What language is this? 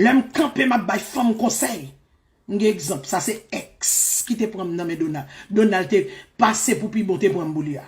Haitian Creole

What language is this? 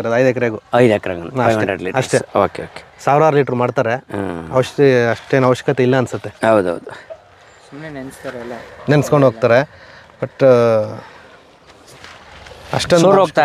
Kannada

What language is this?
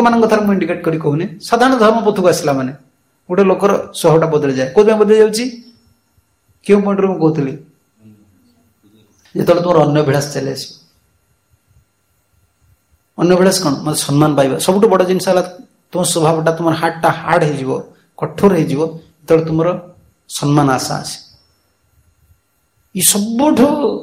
Odia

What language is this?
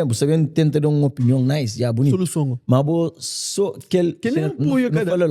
Kabuverdianu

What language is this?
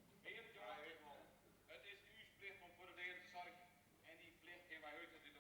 Western Frisian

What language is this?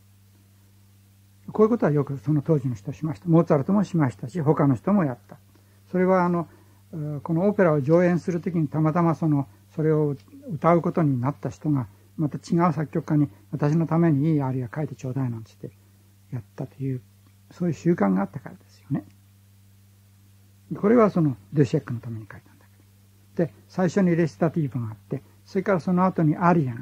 Japanese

